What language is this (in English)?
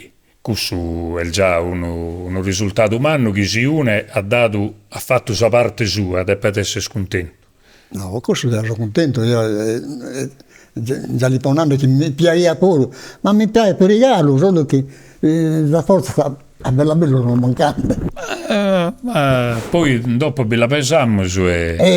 Sardinian